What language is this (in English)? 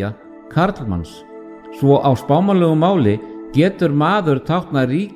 Icelandic